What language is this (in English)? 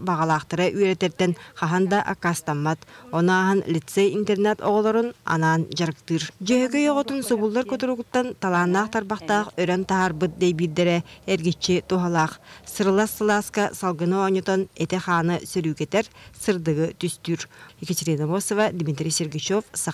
Yakut